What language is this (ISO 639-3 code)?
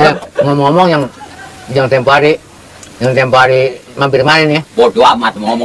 bew